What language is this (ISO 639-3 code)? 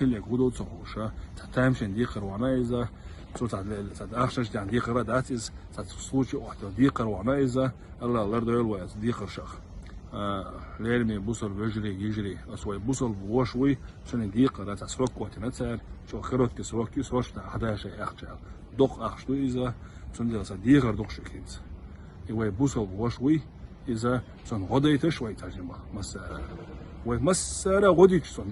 che